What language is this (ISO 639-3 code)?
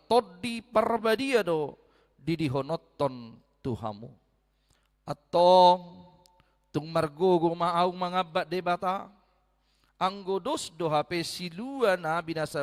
bbc